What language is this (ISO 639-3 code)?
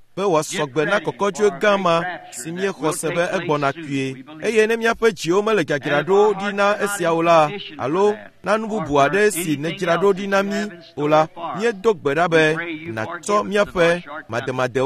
ewe